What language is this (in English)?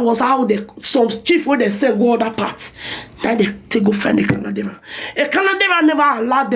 Nigerian Pidgin